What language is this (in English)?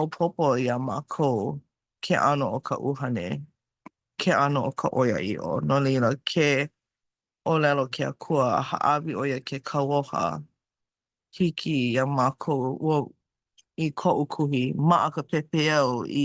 Hawaiian